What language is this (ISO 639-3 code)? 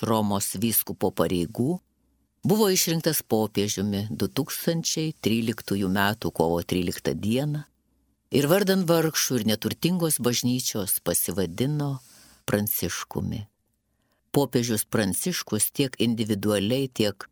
lit